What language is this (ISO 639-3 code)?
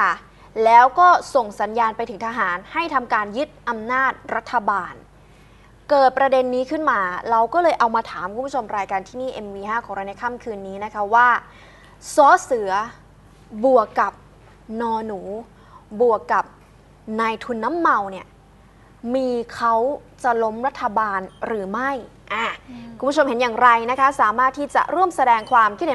tha